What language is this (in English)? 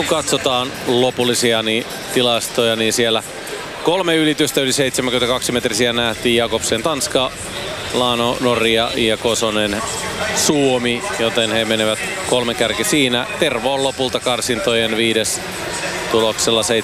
Finnish